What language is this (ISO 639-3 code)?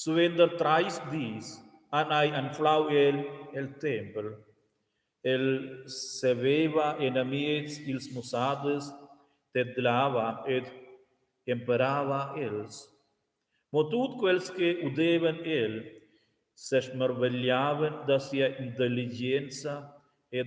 roh